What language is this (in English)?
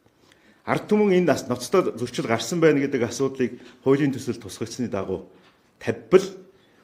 Mongolian